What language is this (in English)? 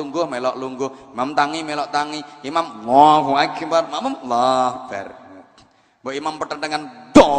Javanese